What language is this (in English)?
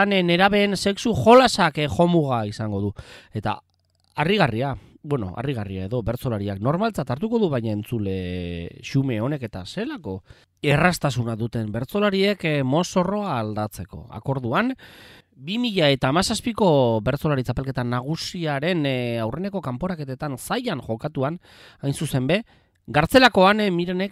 Basque